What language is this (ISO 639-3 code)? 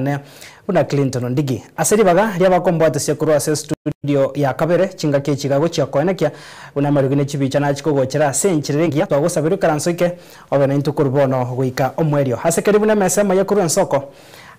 guz